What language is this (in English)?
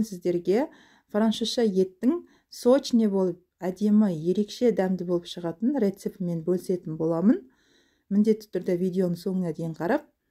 Kazakh